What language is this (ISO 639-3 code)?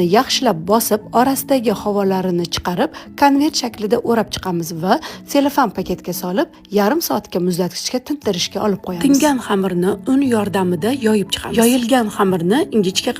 uzb